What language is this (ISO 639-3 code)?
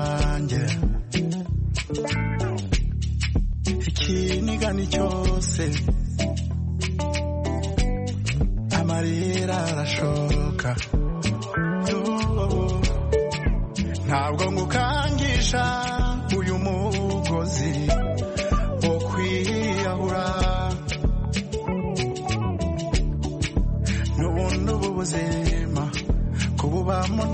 kin